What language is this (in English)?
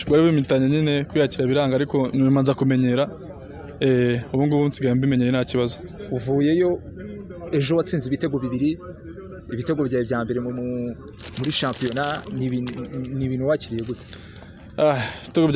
Kinyarwanda